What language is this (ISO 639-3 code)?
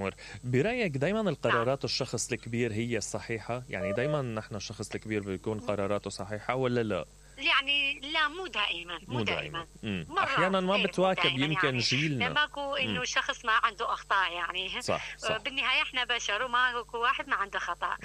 acm